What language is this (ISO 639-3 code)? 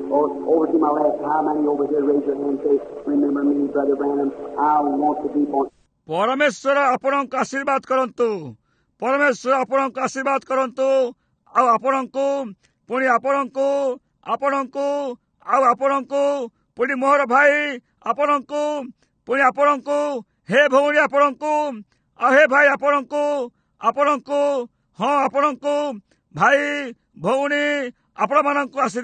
ori